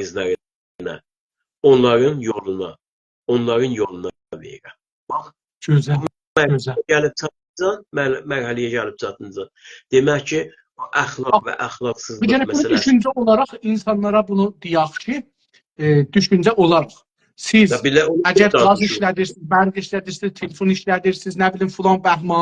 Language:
South Azerbaijani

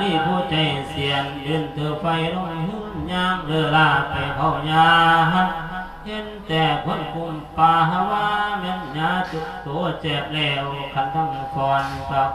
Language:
Lao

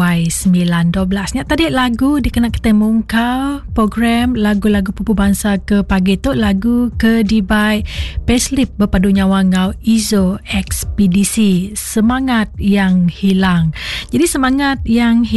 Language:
Iban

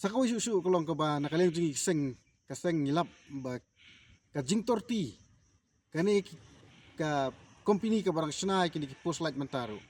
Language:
Khasi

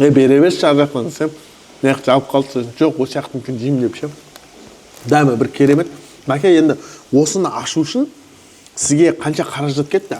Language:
Kazakh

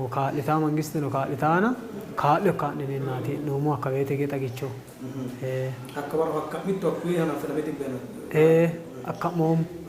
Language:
Sidamo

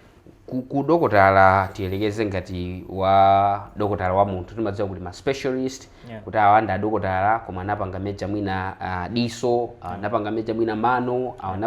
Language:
Nyanja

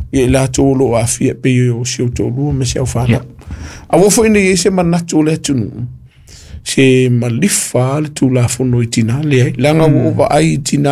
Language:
Samoan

